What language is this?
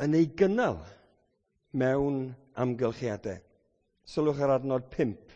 Welsh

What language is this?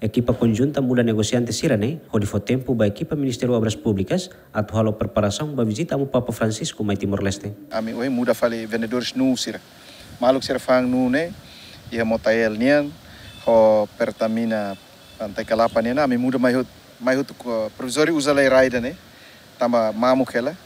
Tetum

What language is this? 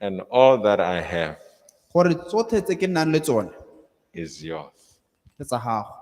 Tswana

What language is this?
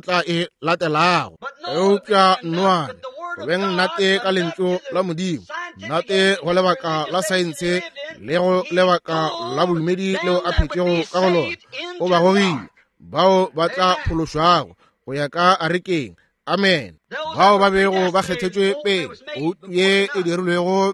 Northern Sotho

